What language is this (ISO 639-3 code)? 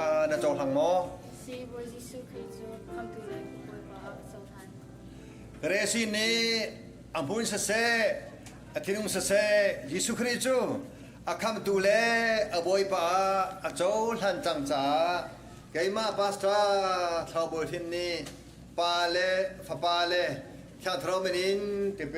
cnh